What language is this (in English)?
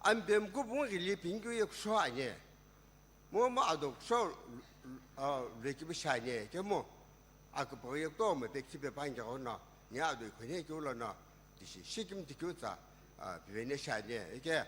Sumi Naga